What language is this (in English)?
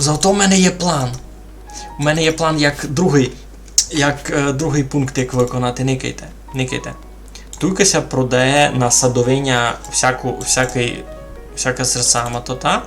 Rusyn